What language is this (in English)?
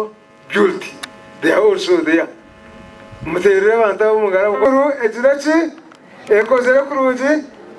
Nyankole